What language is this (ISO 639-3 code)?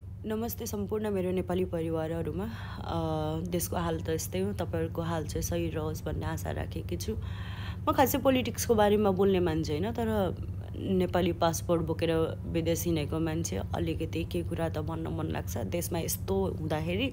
nep